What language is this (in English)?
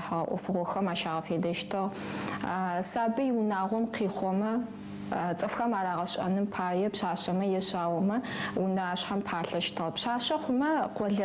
Adyghe